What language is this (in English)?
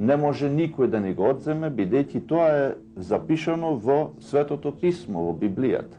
Macedonian